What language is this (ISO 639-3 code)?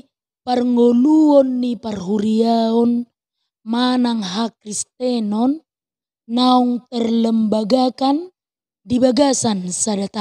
bbc